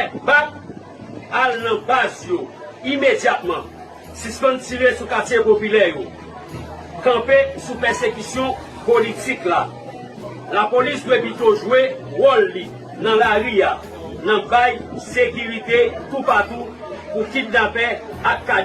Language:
Haitian Creole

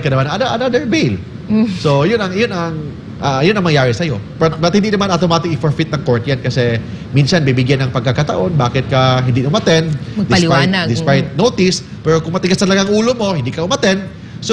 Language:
Filipino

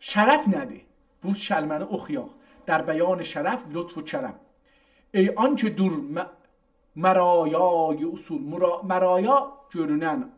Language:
South Azerbaijani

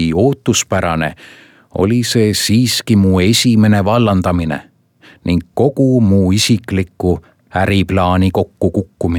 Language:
Estonian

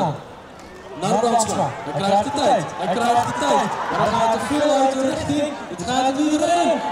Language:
Western Frisian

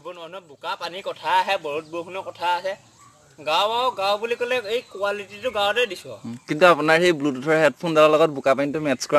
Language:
Assamese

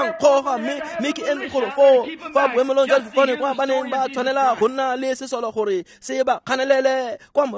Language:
Tswana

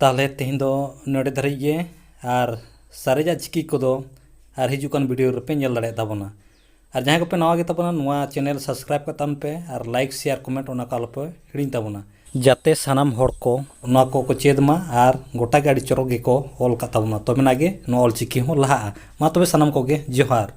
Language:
Santali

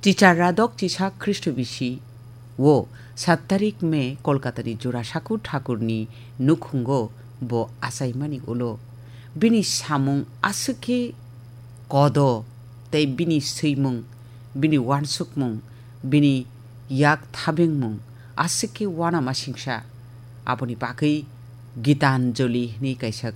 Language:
Kok Borok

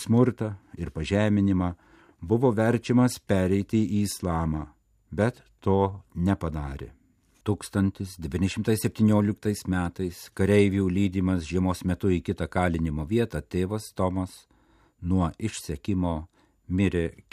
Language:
Lithuanian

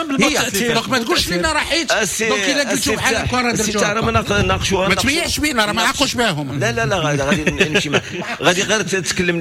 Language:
Moroccan Arabic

